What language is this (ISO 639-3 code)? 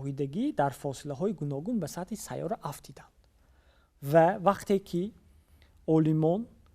tgk